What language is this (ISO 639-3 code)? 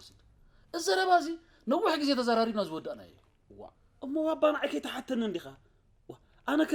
tir